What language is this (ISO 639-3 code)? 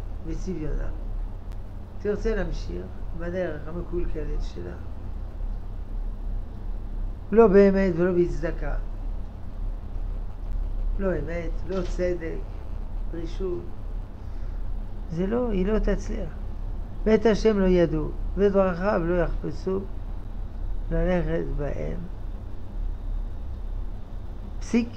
heb